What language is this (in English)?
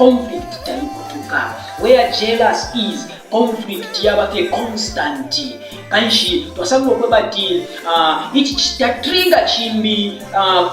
Bemba